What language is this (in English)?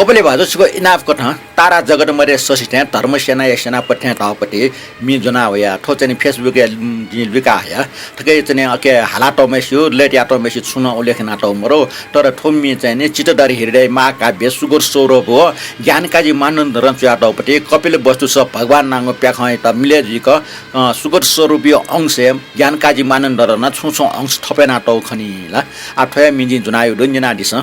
Newari